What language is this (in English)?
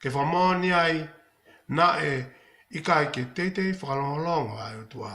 Tongan